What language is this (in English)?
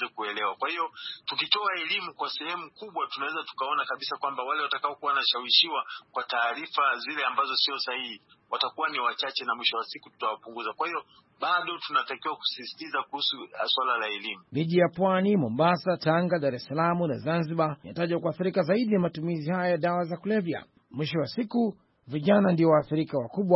Swahili